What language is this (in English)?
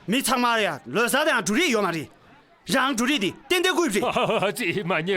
Tibetan